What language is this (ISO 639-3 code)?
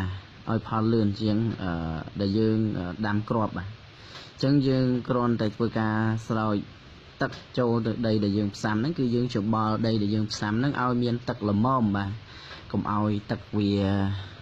khm